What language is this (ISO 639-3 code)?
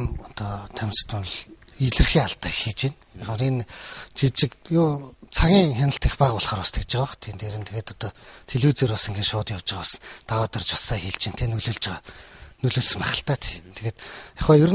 mon